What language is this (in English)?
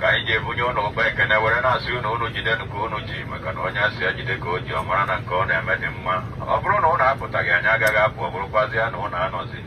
Igbo